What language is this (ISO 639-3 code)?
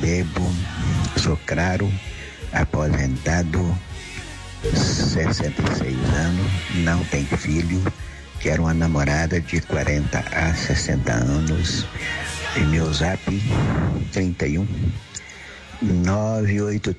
por